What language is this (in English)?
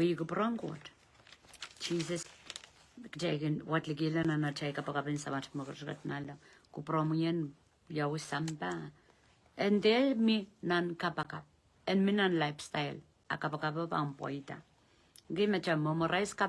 Pohnpeian